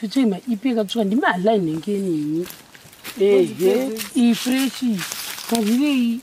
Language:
Shona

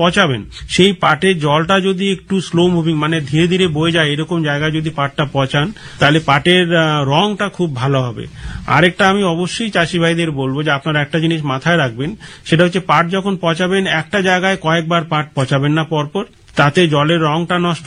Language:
Bangla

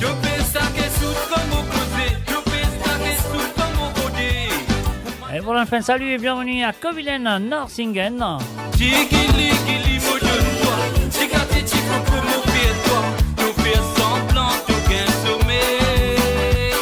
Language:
Morisyen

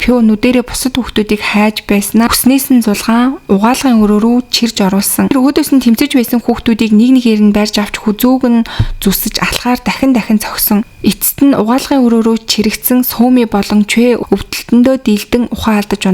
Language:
Mongolian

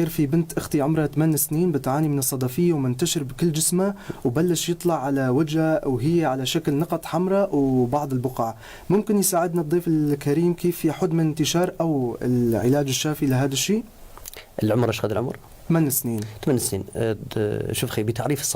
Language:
North Levantine Arabic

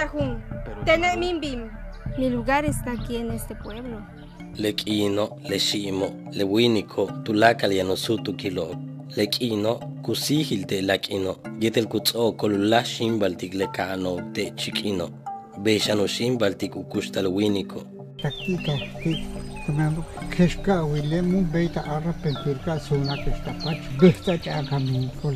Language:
Yucateco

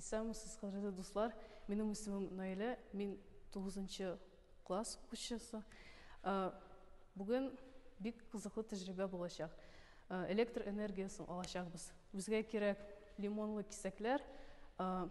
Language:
Tatar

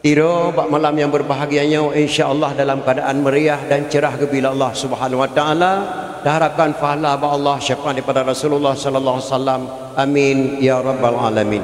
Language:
Achinese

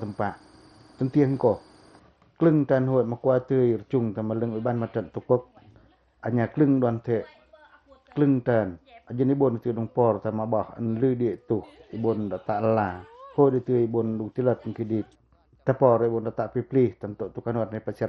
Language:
Pacoh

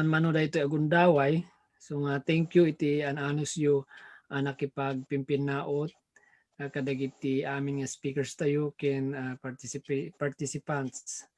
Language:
Iloko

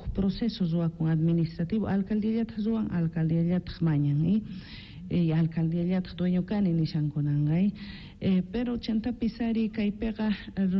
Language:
Quechua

